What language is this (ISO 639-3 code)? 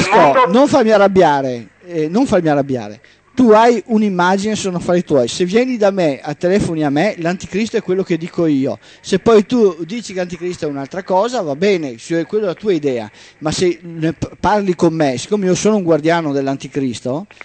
ita